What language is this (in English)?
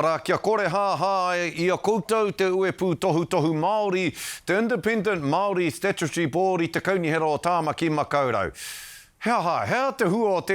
Māori